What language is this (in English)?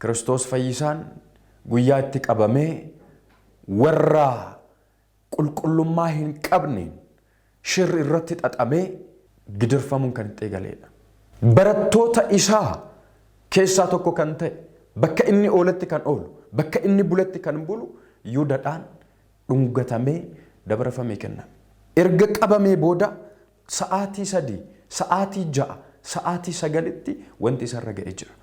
Oromo